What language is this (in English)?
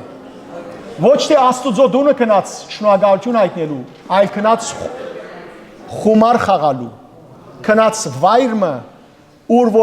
Western Armenian